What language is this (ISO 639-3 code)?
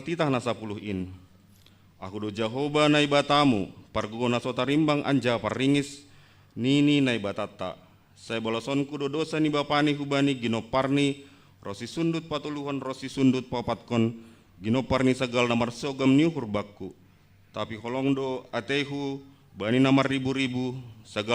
bts